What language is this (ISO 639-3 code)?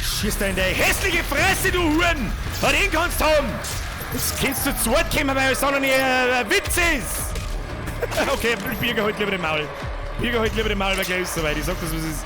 bar